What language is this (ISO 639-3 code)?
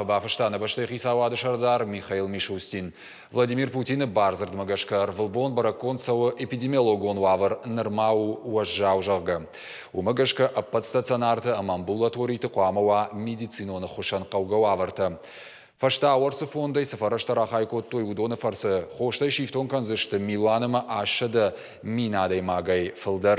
oss